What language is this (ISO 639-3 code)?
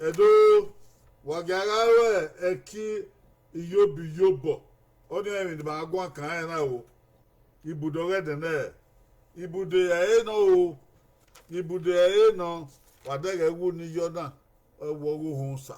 bin